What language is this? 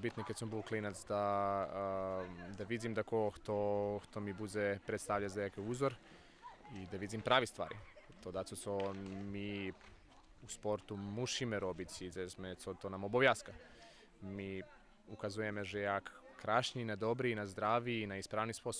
Rusyn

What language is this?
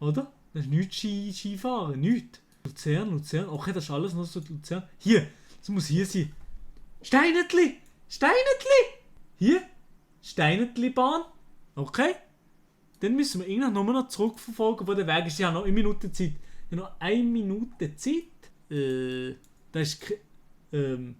Swiss German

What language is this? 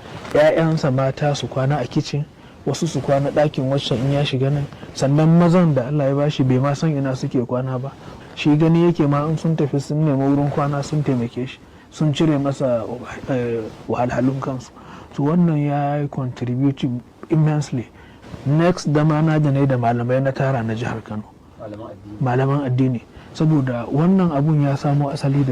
Hausa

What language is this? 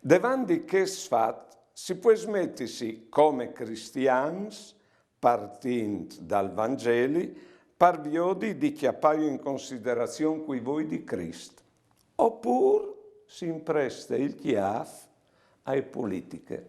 Friulian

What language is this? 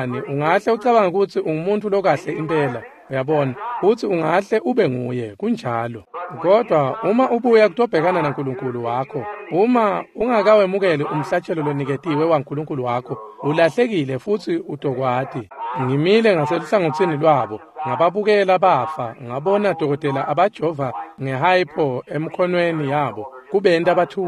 Swati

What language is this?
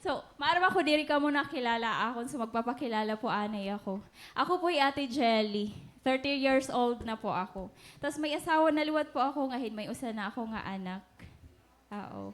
Waray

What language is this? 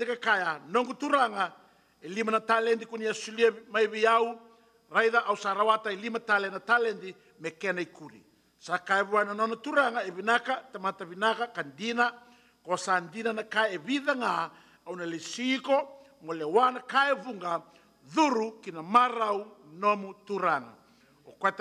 Fijian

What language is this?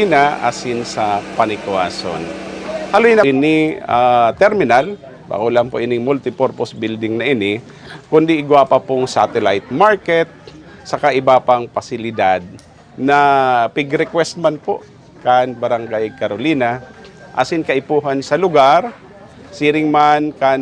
Bikol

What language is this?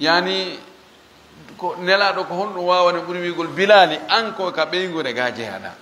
Fula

